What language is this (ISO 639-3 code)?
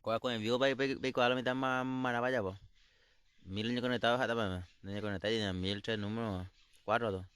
grn